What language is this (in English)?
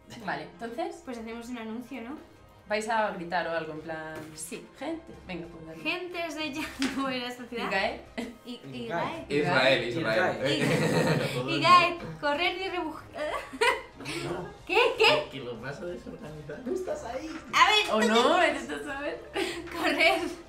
Spanish